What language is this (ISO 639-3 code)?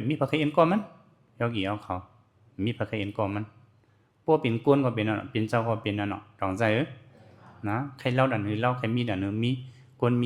shn